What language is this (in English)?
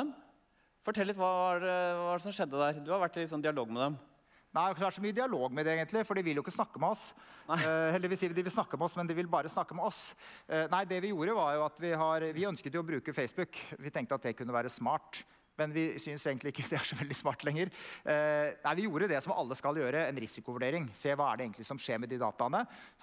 Norwegian